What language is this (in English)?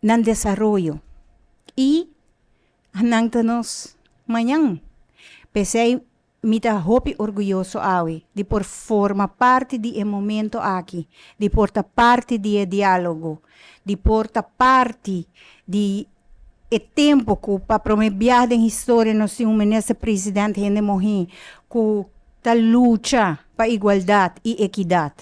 Papiamento